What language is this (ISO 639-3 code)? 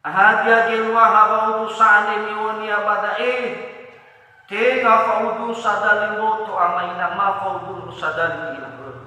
nia